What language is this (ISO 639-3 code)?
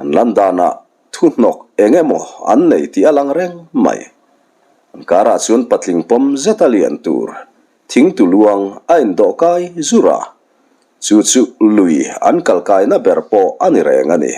lus